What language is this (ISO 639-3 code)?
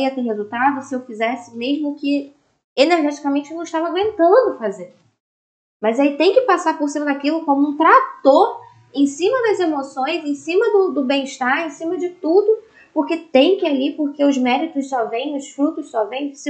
por